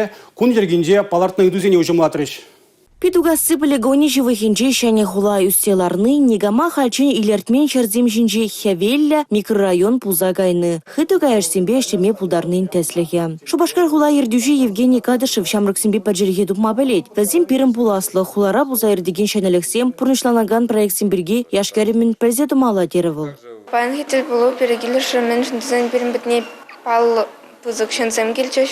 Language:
Chuvash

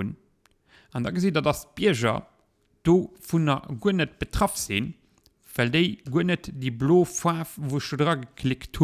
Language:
Luxembourgish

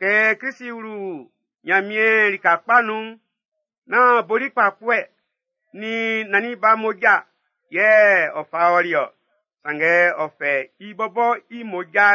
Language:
Baoulé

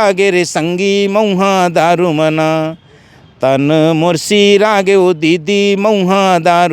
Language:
Chhattisgarhi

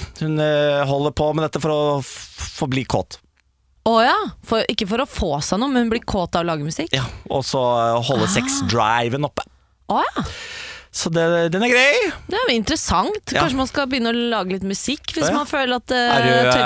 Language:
Norwegian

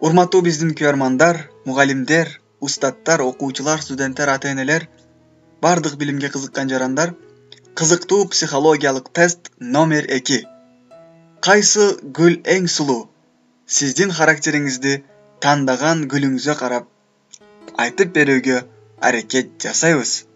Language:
Kyrgyz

